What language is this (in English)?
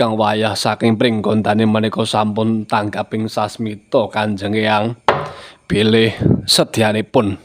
Javanese